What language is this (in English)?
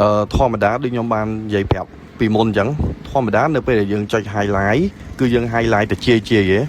Khmer